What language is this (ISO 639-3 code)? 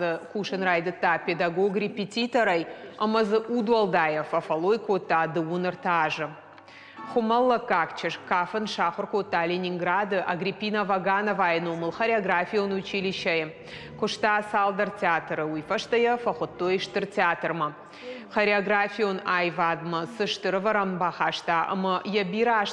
oss